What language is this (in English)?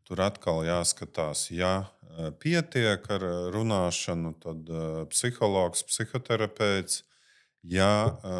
Latvian